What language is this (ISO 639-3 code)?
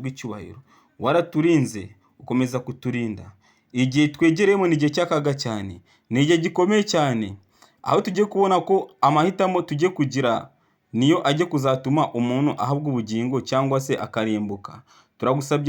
kin